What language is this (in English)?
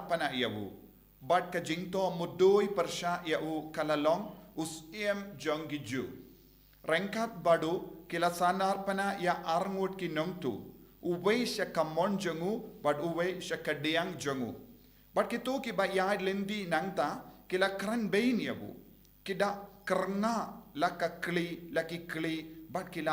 Khasi